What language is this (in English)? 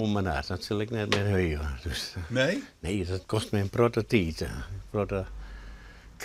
Western Frisian